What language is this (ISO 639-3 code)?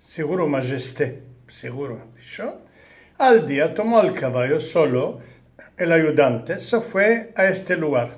lad